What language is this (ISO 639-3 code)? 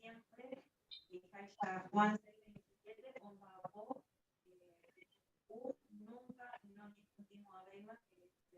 grn